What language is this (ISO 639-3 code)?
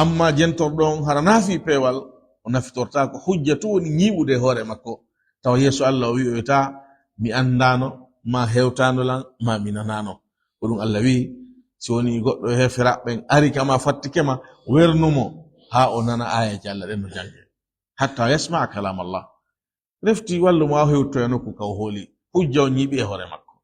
ful